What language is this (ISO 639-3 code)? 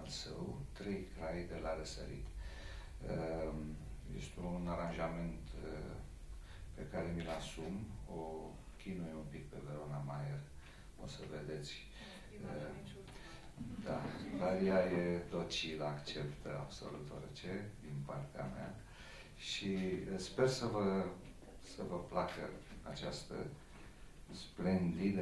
ron